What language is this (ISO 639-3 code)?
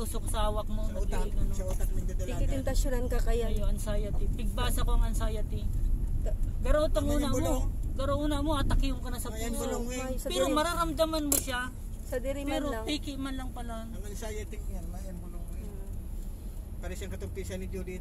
bik